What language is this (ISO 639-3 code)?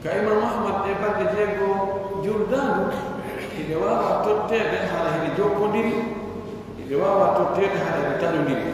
fuf